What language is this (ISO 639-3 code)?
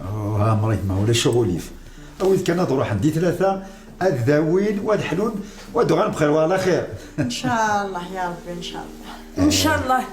kab